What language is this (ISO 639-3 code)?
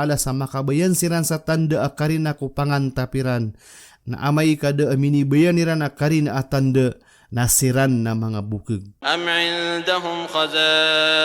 mrw